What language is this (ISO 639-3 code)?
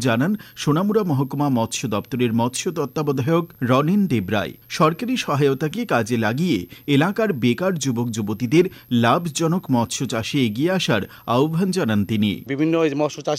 ben